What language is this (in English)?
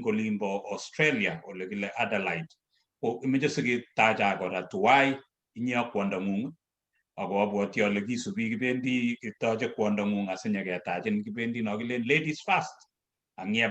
Kalenjin